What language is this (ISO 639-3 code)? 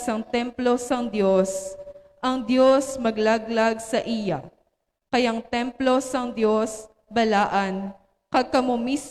hil